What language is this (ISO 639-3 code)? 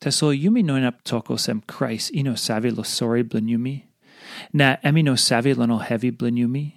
tpi